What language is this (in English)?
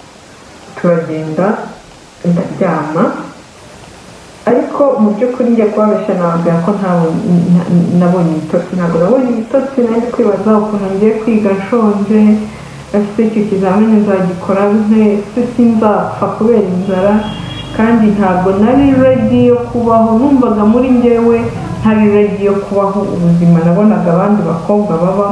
Kinyarwanda